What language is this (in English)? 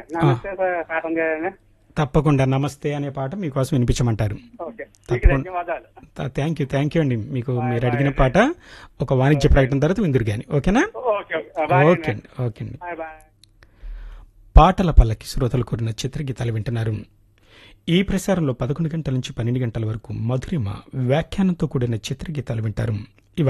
Telugu